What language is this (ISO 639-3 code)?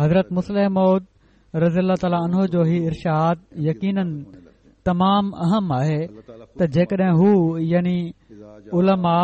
snd